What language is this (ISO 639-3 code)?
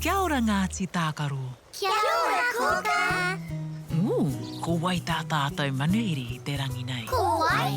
mri